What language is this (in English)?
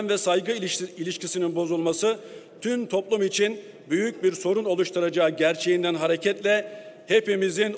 Turkish